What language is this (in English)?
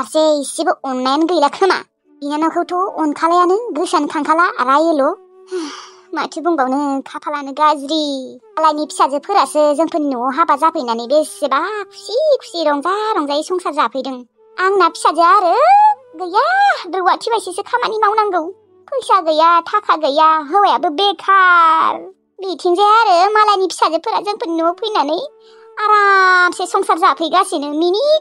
Bodo